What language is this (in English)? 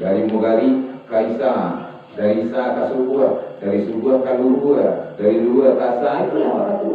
Minangkabau